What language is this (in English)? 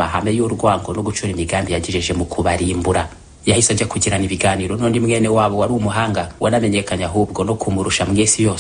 Kinyarwanda